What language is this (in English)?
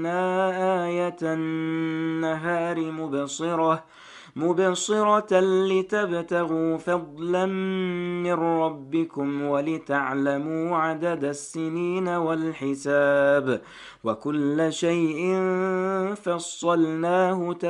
Arabic